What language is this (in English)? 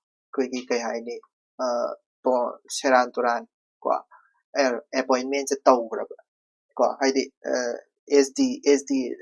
Manipuri